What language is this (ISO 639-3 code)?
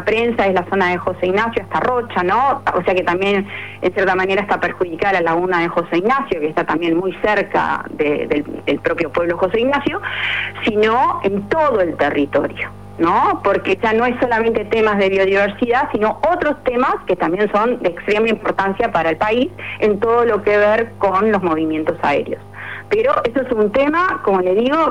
spa